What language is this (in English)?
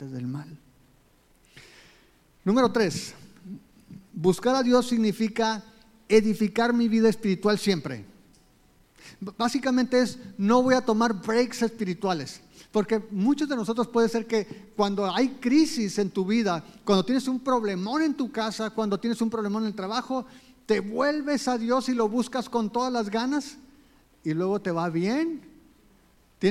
Spanish